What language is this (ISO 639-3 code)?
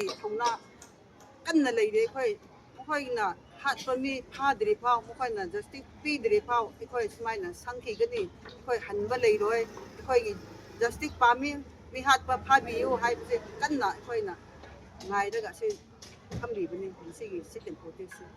mni